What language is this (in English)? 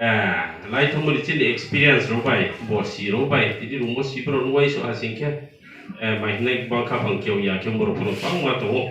Riang (India)